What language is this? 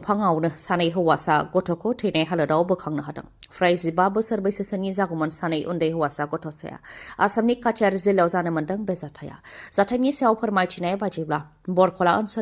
Bodo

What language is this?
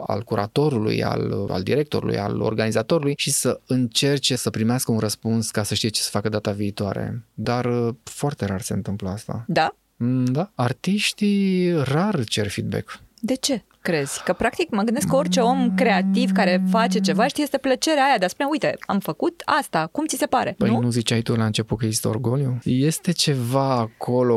Romanian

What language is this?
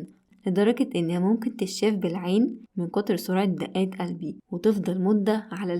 Egyptian Arabic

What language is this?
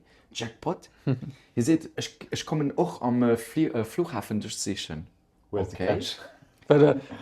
Luxembourgish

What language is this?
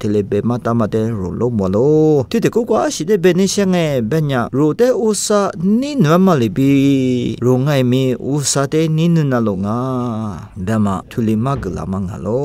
Lisu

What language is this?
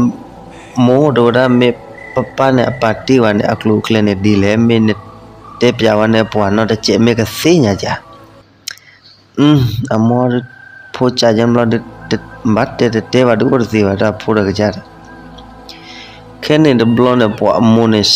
S'gaw Karen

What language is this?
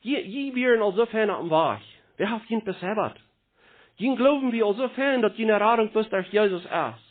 Plautdietsch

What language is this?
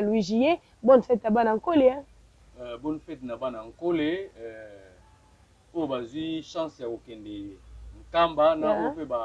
Lingala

